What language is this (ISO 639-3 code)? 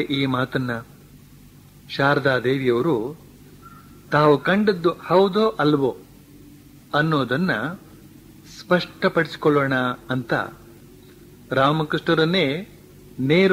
kan